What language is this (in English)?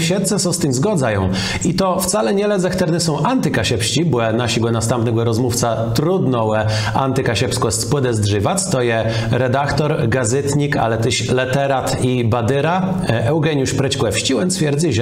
Kashubian